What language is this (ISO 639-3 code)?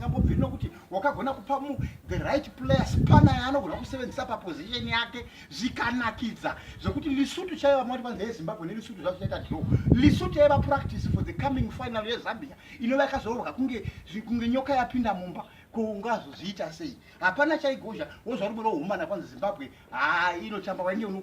sna